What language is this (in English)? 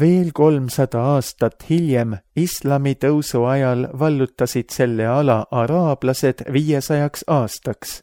Estonian